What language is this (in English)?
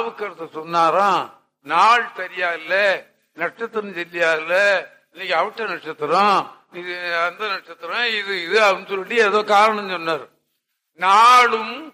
Tamil